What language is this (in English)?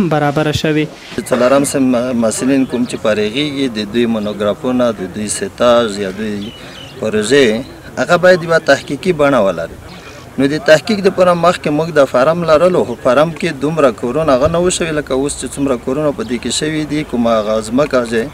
Pashto